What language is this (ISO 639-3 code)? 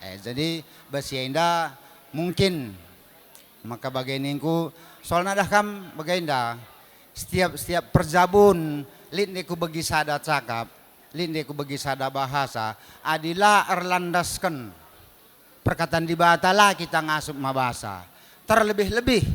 btx